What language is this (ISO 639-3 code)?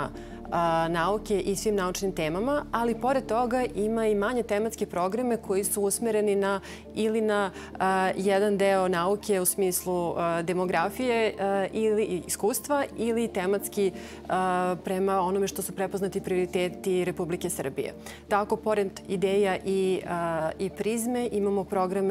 srp